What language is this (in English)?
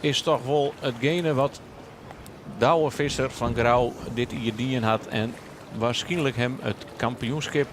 Western Frisian